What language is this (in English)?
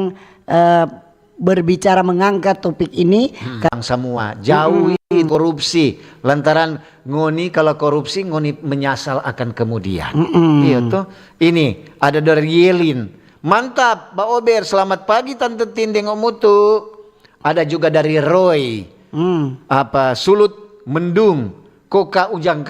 Manado Malay